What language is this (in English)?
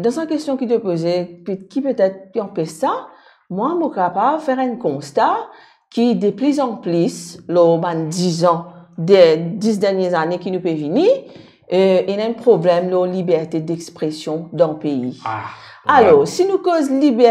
Morisyen